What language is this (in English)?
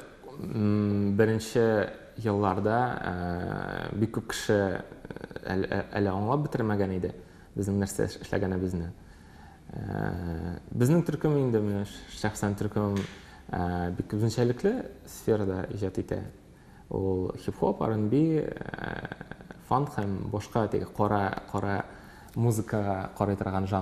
Tatar